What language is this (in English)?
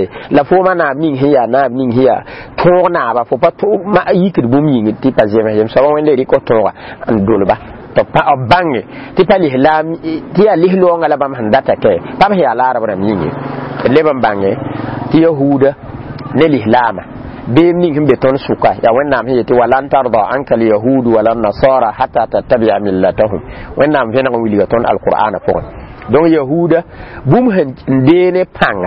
Mossi